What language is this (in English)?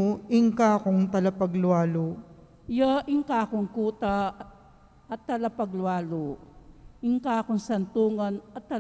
Pampanga